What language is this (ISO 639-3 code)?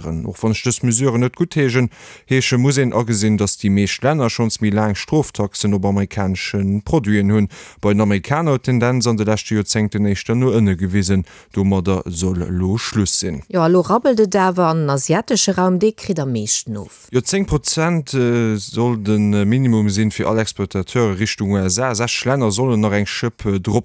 ltz